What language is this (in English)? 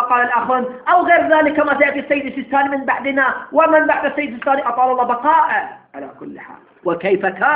Arabic